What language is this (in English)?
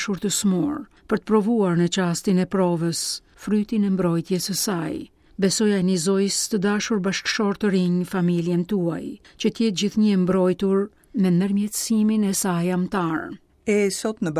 Albanian